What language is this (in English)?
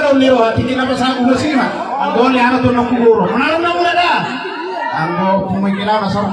Batak Toba